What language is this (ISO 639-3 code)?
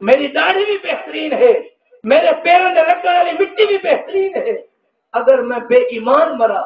skr